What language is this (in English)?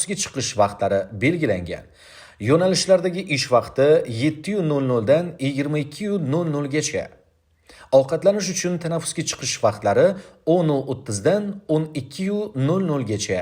Uzbek